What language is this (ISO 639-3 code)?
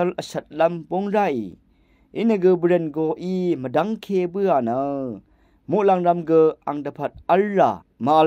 raw